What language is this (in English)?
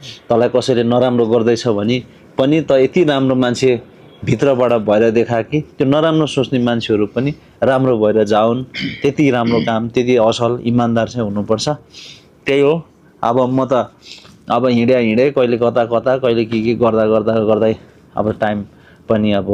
Nepali